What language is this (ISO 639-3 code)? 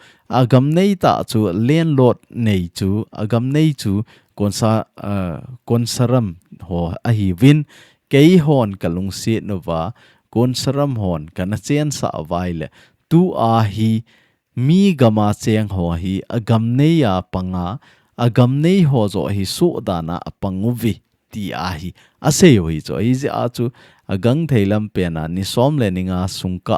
tcz